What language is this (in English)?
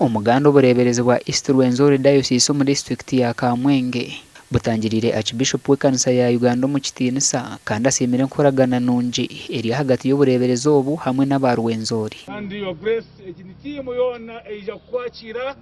Nyankole